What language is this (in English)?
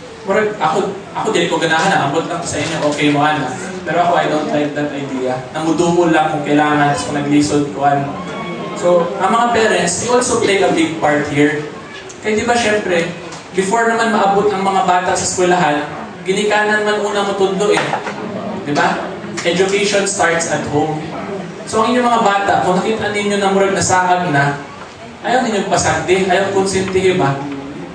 Cebuano